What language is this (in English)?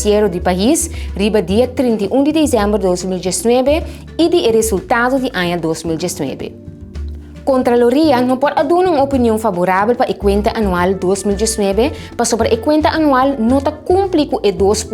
Papiamento